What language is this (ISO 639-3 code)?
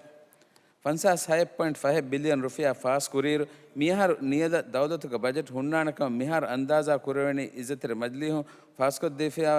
div